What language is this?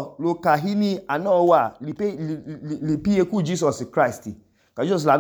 Idoma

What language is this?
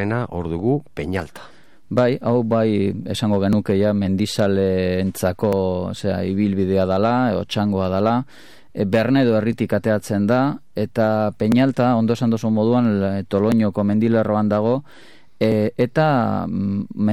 Basque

